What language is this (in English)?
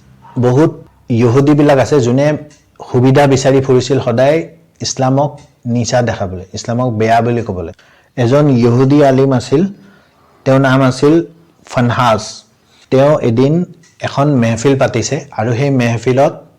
Assamese